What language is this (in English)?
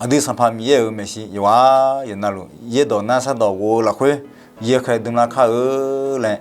Akha